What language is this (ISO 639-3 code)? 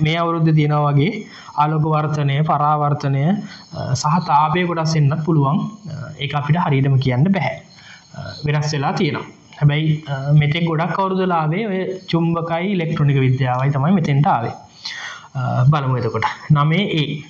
sin